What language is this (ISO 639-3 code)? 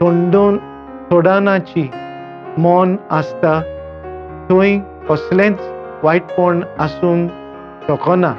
kok